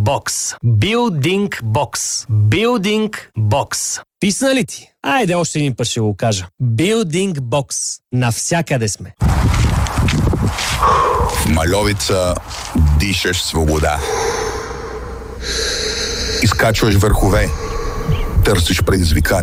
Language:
Bulgarian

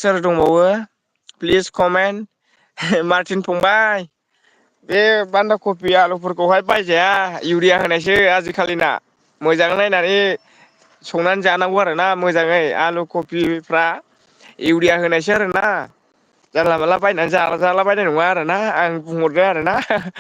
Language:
Bodo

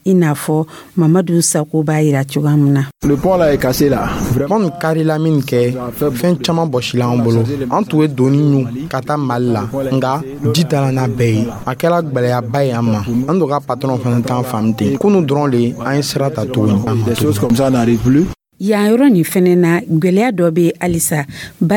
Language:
Dyula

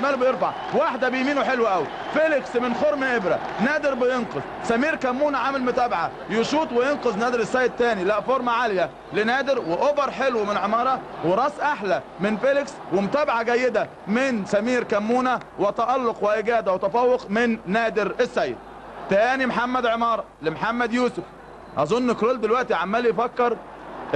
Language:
Egyptian Arabic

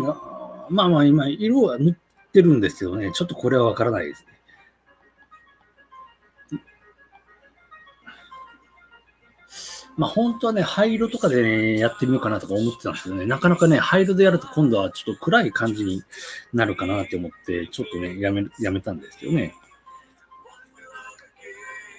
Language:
Japanese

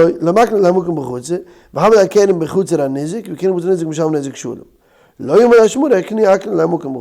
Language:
Yiddish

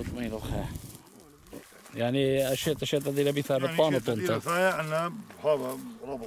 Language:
Assyrian Neo-Aramaic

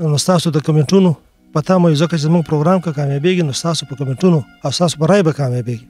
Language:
Pashto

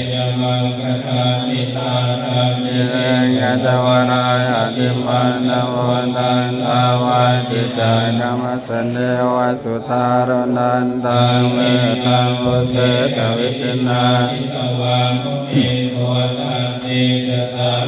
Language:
Pali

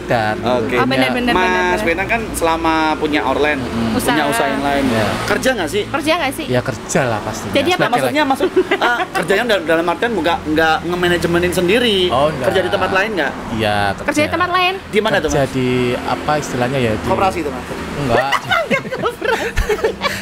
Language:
Indonesian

